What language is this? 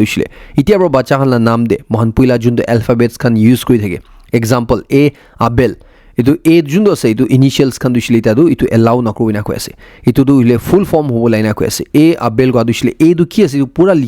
Naga Pidgin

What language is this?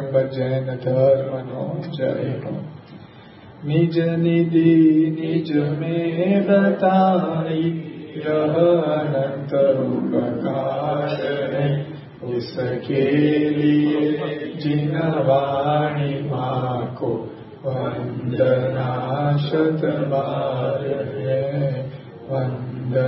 Gujarati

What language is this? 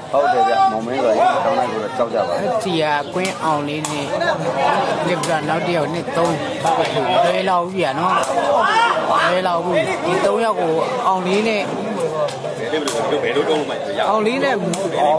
Burmese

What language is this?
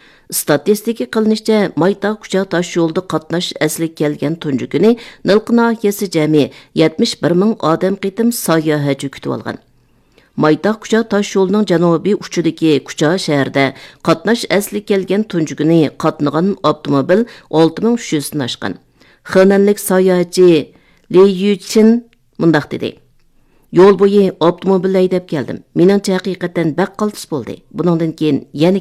Uyghur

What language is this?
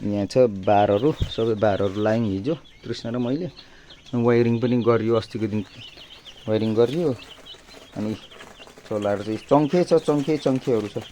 Nepali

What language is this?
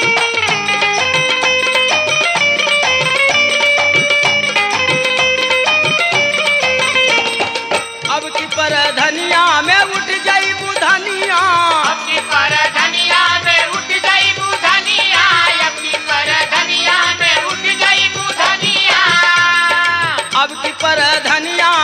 Bhojpuri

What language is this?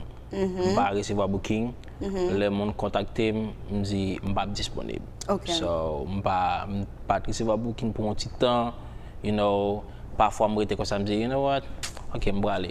Haitian Creole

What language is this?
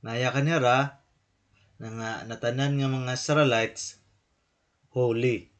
Waray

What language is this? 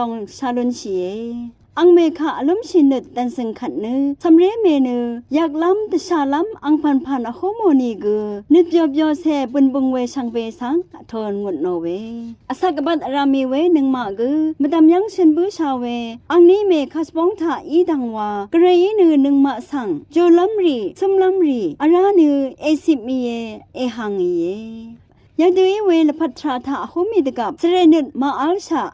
Rawang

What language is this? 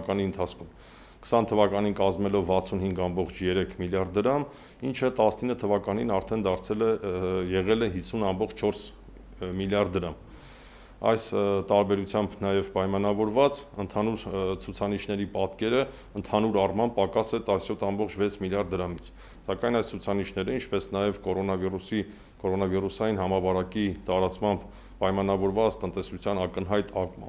Armenian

